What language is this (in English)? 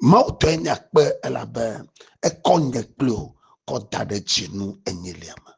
Ewe